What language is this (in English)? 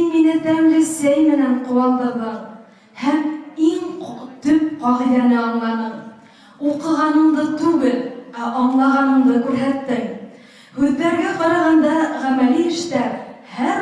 Bashkir